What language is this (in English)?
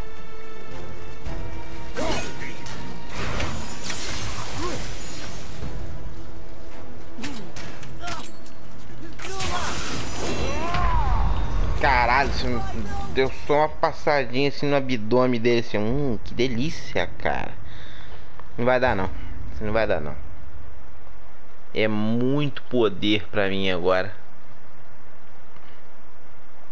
Portuguese